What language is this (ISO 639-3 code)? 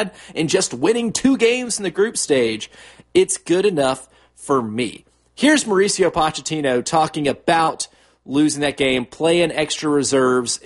eng